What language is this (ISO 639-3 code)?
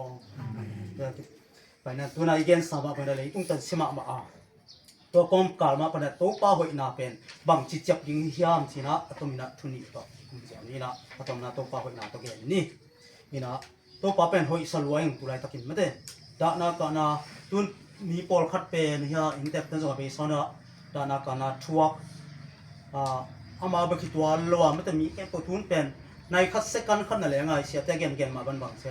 ctd